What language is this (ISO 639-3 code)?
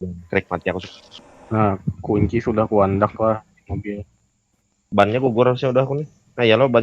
bjn